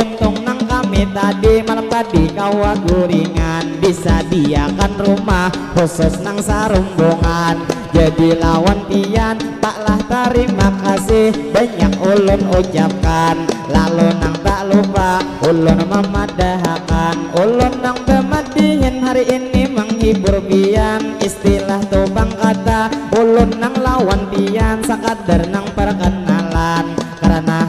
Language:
Banjar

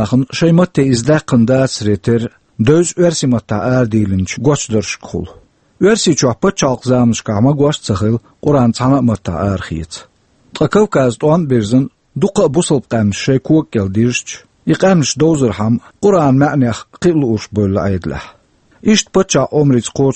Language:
Chechen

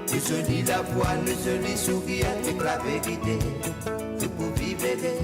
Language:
Morisyen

